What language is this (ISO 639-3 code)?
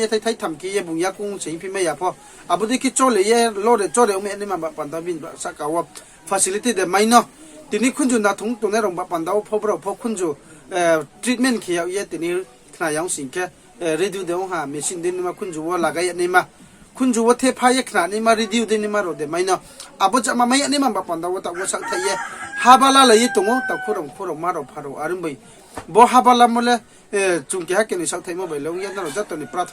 ria